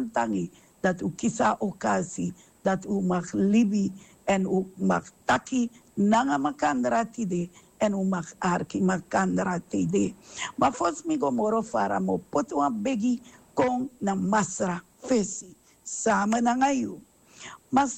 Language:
Sranan Tongo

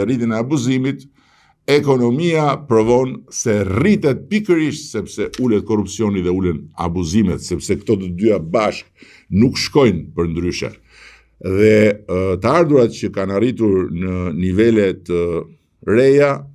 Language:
Albanian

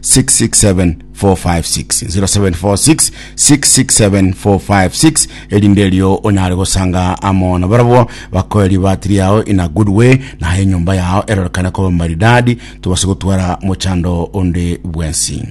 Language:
Gusii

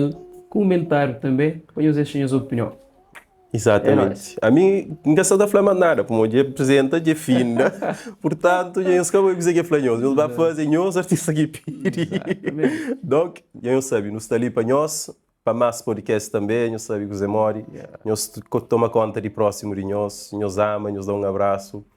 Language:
Kabuverdianu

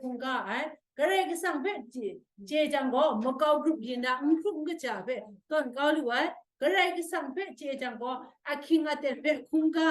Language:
Kachin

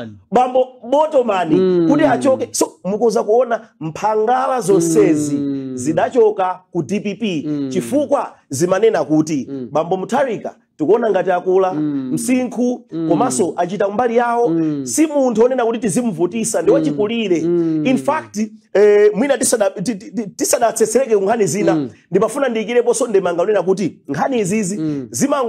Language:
Nyanja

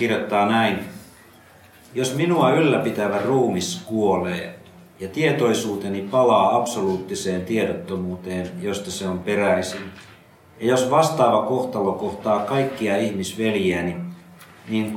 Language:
Finnish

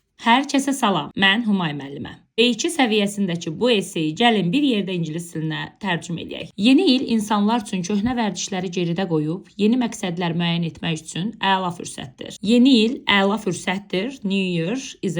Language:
Azerbaijani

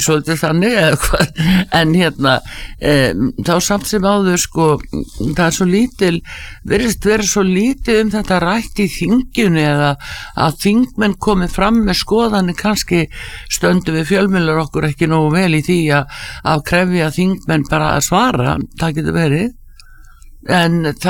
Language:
Icelandic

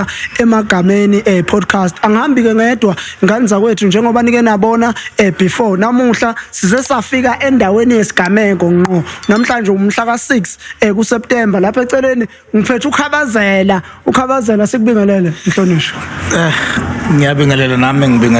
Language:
Zulu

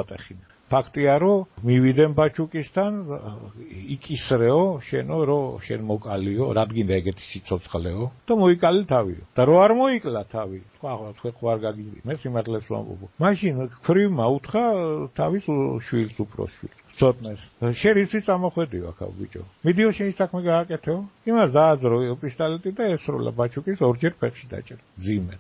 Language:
Georgian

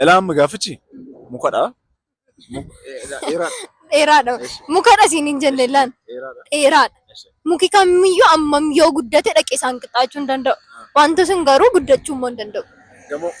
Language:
Oromo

